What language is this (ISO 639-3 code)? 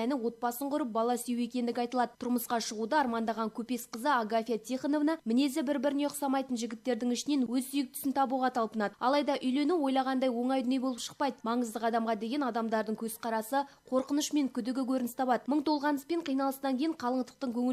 kaz